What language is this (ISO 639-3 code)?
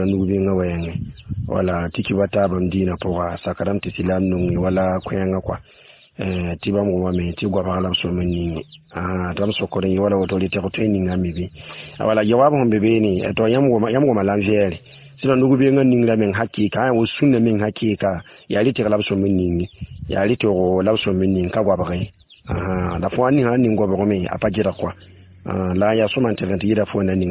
mos